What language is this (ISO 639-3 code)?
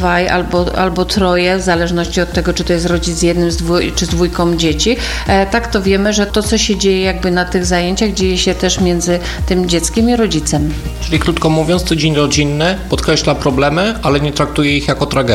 pol